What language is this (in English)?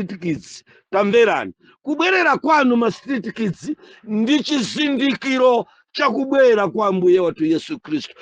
Nyanja